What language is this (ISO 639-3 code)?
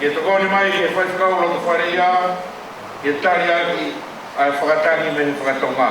ton